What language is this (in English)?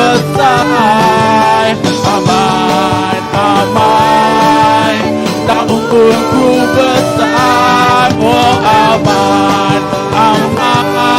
Iban